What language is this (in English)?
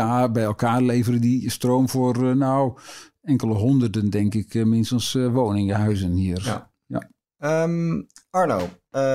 Dutch